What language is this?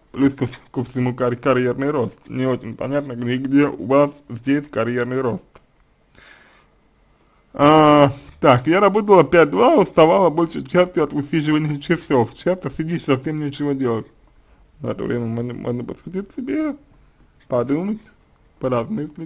Russian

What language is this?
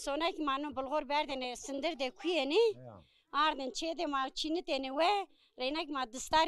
Zaza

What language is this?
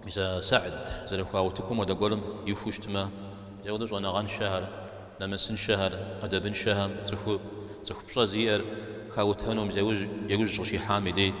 Kabardian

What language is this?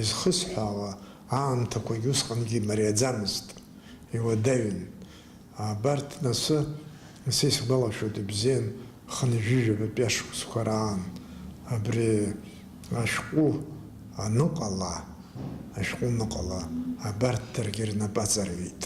Abkhazian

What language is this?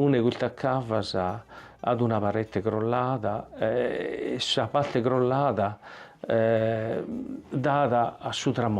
Sardinian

